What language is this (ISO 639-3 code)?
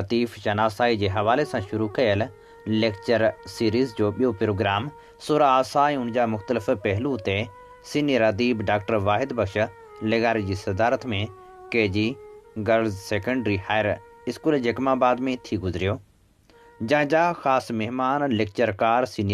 snd